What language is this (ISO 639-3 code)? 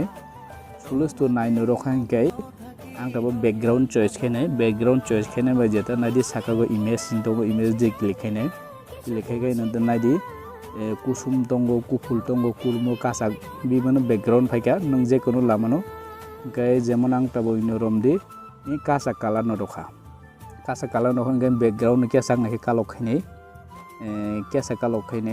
trp